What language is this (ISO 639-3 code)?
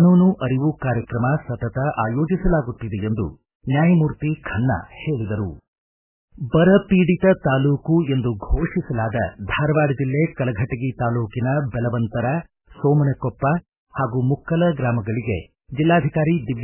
kan